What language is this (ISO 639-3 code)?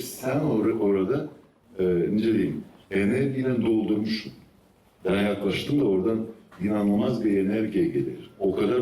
gag